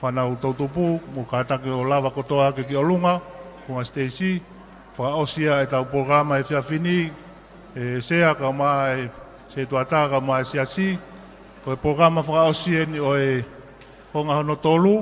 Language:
Tongan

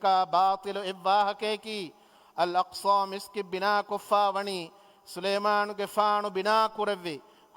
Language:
Divehi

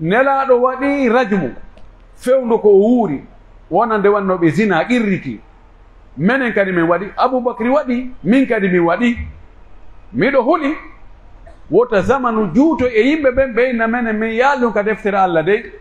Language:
Pular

